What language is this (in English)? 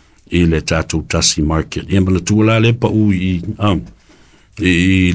Samoan